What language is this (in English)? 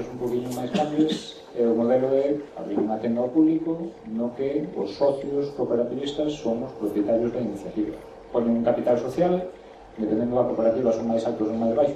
Galician